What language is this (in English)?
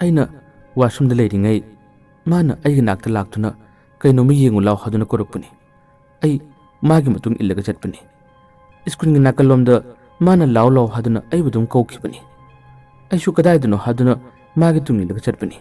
Manipuri